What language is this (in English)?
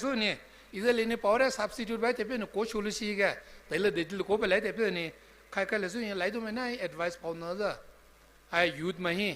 Poumei Naga